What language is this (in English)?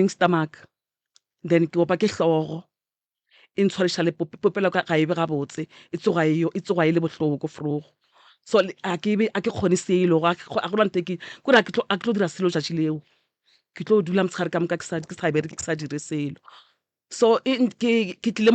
Northern Sotho